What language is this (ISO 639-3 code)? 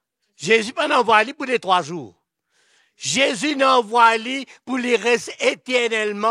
mfe